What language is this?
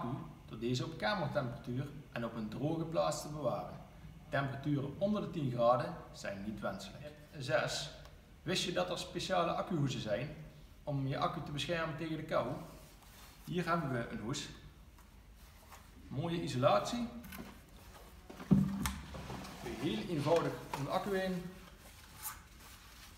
Dutch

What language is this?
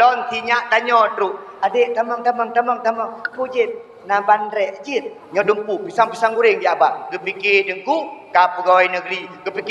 Achinese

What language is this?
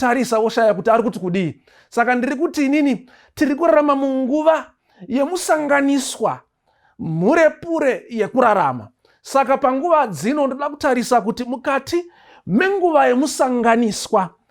Shona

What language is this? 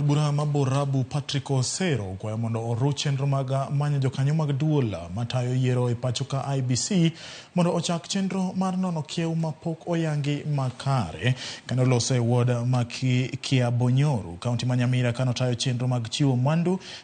Luo (Kenya and Tanzania)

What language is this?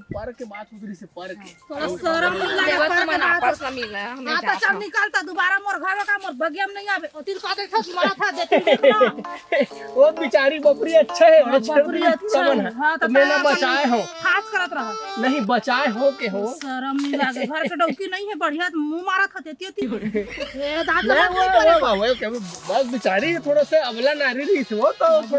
Chhattisgarhi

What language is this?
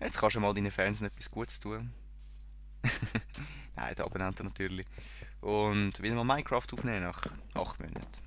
Swiss German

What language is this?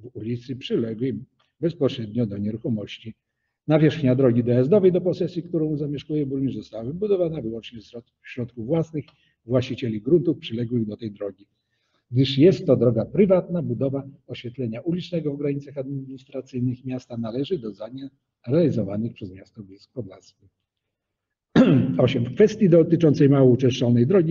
Polish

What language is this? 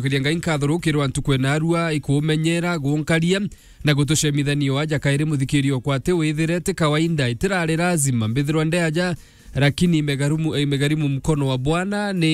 Meru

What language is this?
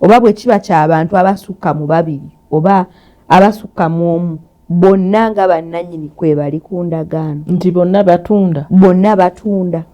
Ganda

